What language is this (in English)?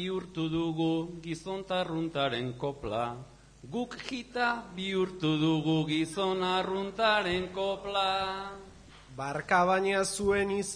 Basque